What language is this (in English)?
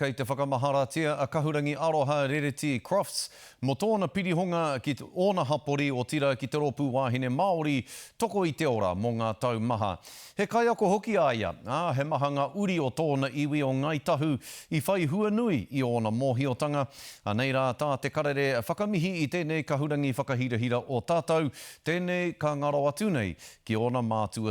Māori